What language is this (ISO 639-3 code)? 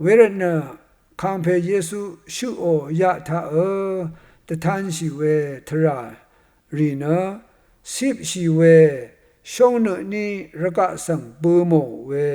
raw